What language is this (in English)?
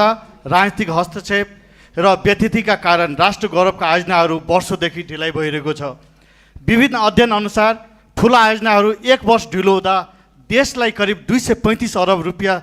Nepali